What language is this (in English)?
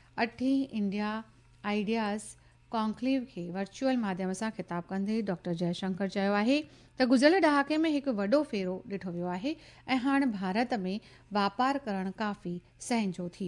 Sindhi